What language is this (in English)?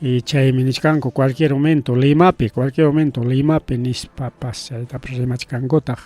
Ayacucho Quechua